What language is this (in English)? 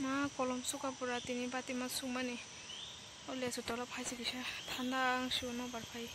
Kok Borok